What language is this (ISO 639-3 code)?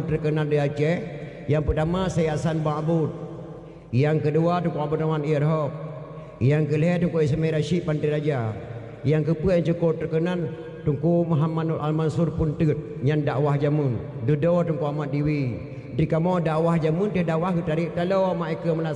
ace